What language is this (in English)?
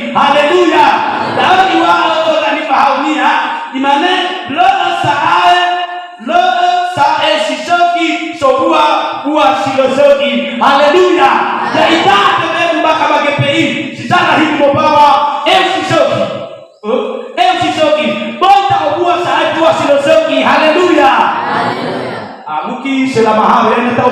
Nias